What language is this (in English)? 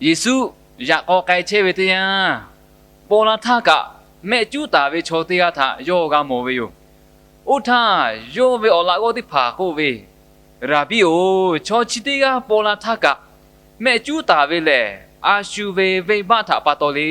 Lahu